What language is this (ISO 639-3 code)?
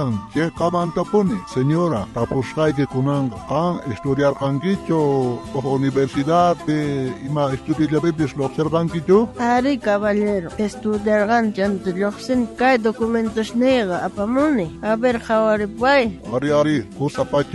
quh